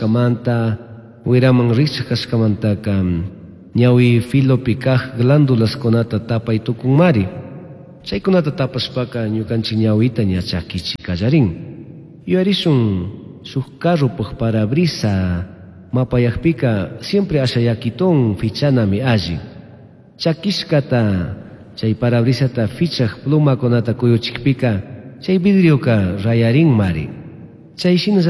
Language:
Chimborazo Highland Quichua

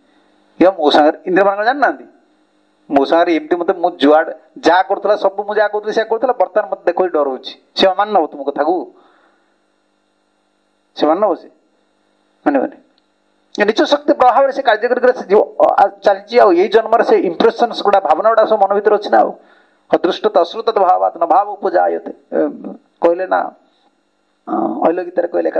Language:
Odia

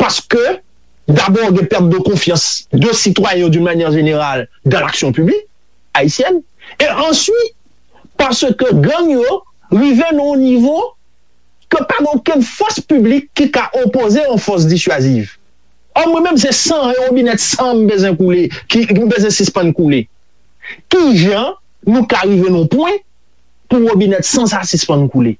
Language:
Haitian Creole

